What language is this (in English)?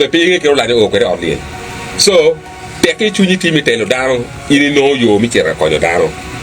Acoli